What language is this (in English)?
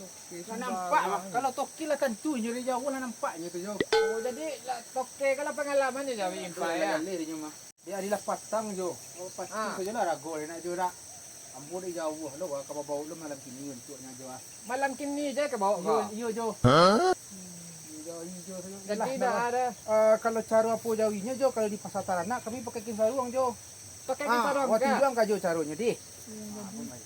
Minangkabau